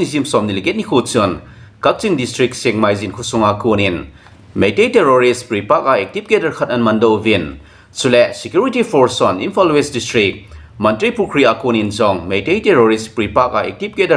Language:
Thado Chin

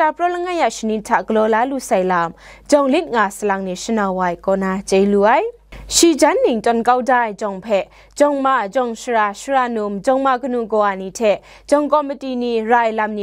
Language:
Kachin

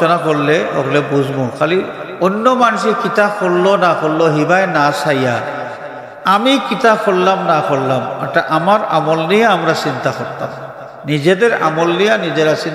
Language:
Sylheti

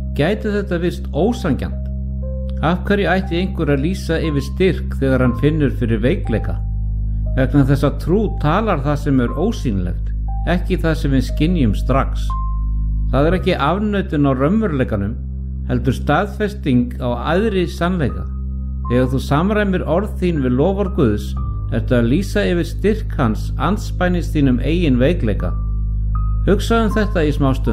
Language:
Icelandic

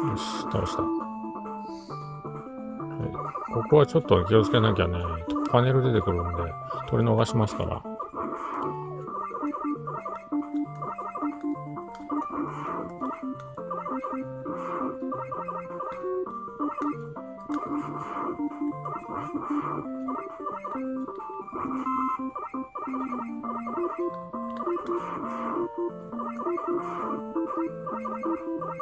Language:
Japanese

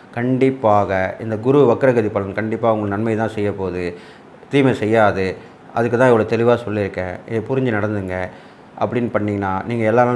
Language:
Tamil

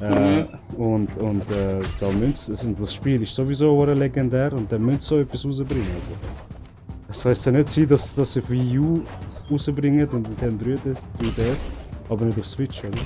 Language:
Swiss German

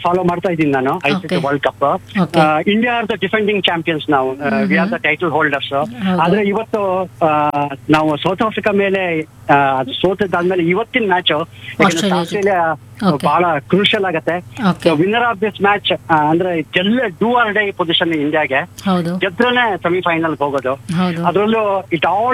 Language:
Kannada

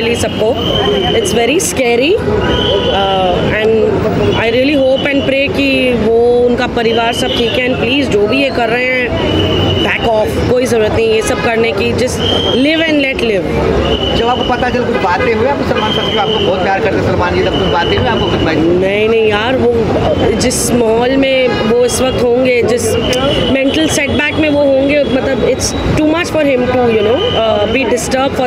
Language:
Hindi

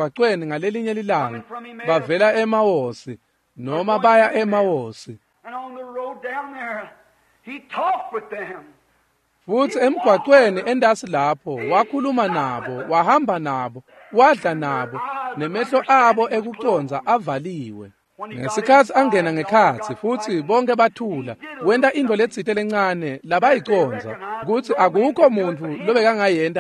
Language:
Swati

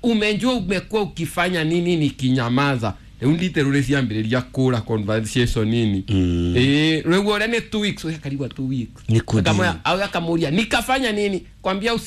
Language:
Kikuyu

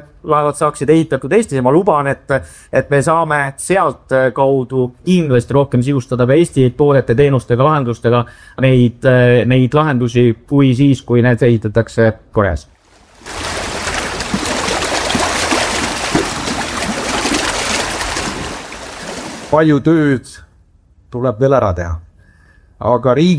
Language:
Estonian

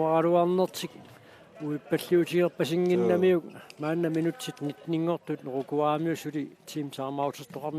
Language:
Kalaallisut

